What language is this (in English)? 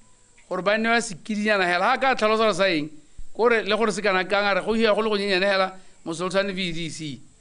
Tswana